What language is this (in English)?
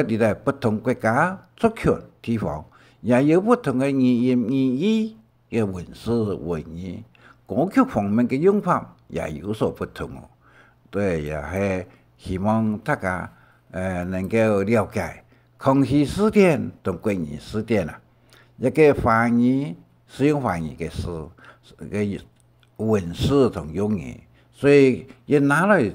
Hakka Chinese